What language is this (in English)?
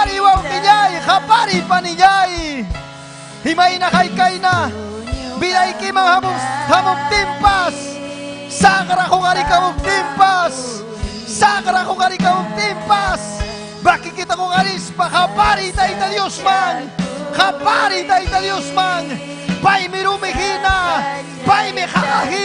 Ayacucho Quechua